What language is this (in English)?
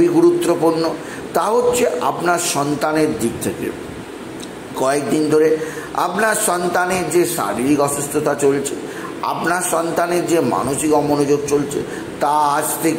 Bangla